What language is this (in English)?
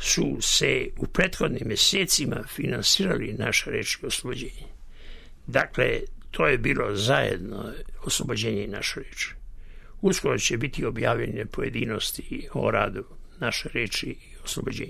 Serbian